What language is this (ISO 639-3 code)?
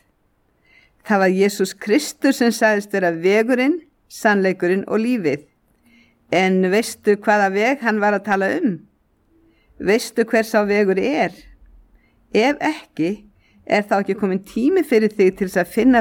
isl